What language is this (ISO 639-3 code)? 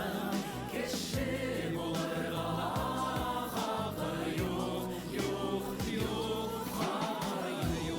bak